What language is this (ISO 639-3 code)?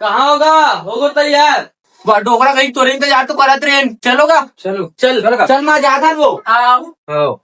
hne